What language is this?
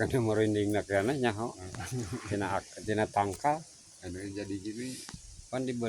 Sundanese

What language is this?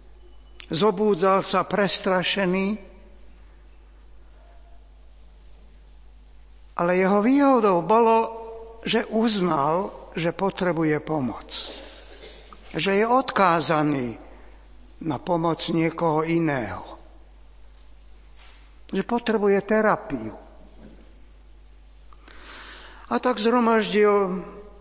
Slovak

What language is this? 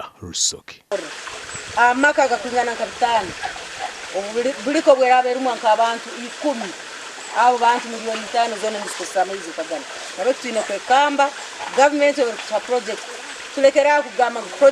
Nyankole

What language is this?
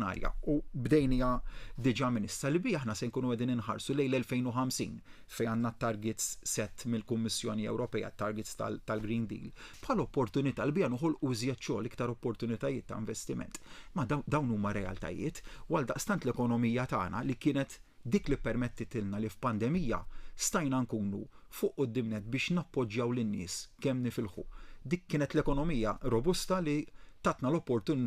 Maltese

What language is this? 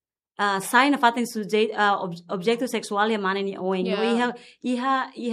Tetum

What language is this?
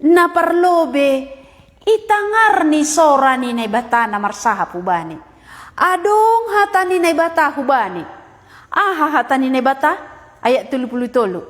Batak Simalungun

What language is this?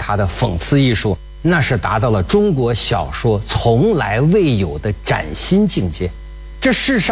Chinese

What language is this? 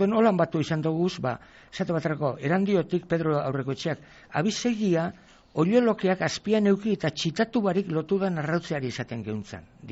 Basque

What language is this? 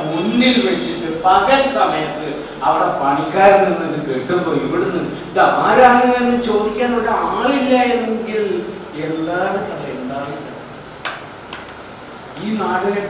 Malayalam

